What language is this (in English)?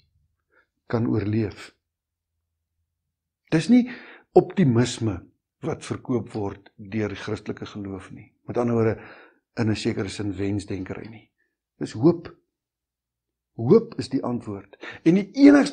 Afrikaans